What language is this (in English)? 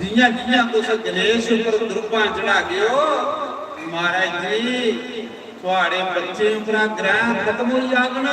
Dogri